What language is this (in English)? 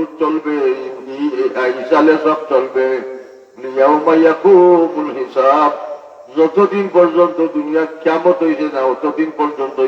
Sylheti